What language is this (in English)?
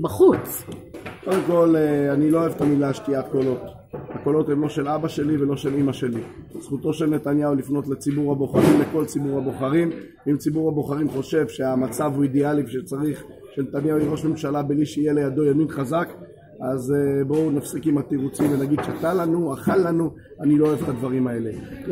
Hebrew